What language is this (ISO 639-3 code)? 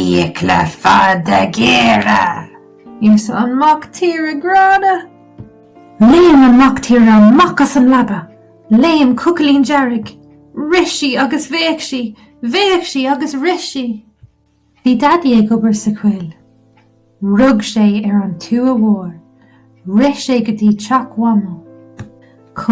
gle